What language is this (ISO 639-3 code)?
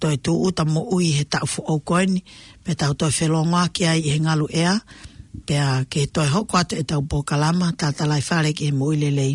ton